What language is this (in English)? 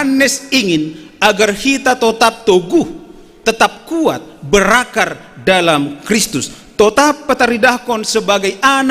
Batak Simalungun